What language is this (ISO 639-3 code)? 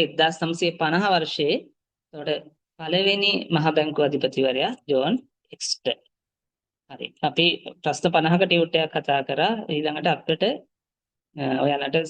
sin